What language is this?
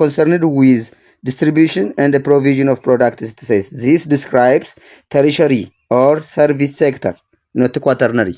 English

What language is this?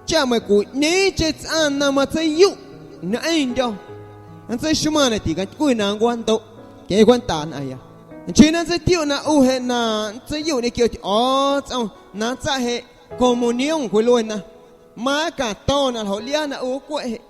Guerrero Amuzgo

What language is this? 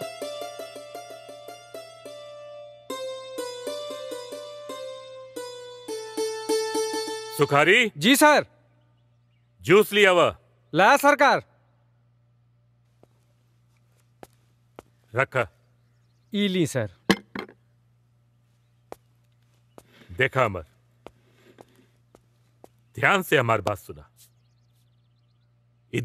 Bhojpuri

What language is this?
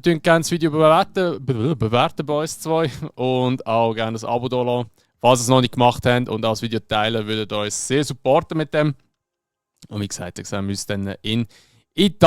Swiss German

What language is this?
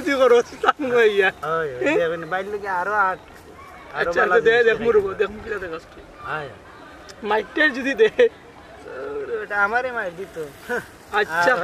Sylheti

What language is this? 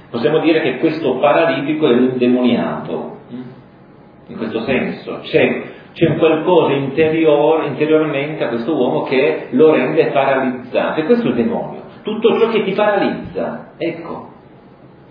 Italian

